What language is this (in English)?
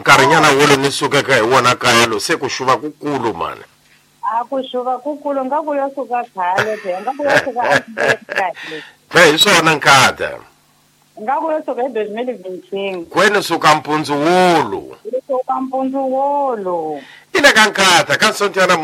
Tsonga